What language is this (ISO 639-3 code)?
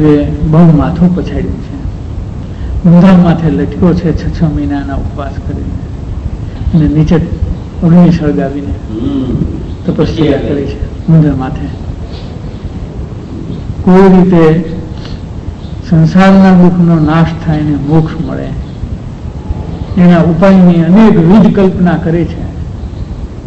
guj